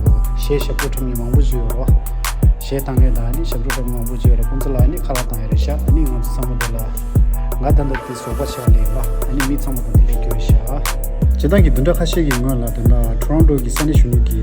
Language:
Tibetan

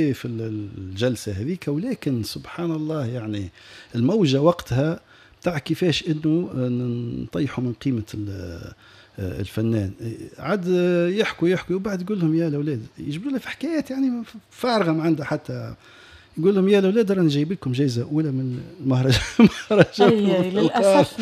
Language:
Tunisian Arabic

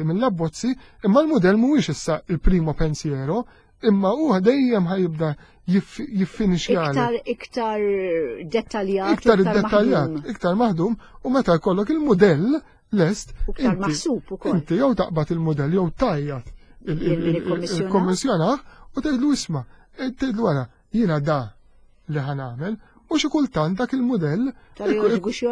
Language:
Maltese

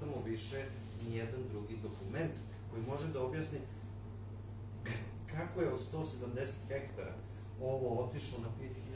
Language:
Serbian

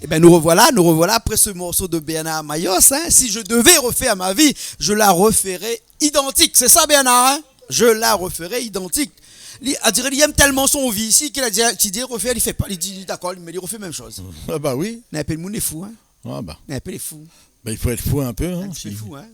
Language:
Réunion Creole French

